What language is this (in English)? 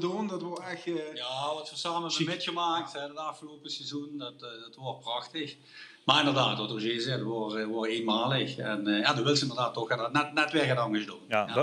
Limburgish